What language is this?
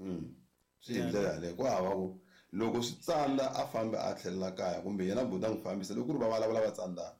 Tsonga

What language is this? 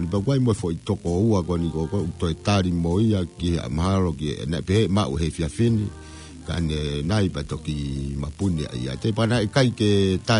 Tongan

